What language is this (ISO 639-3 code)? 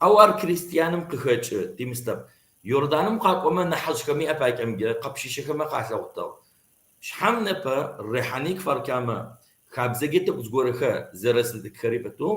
kbd